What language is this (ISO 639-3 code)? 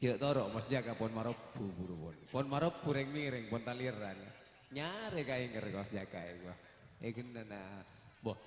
mad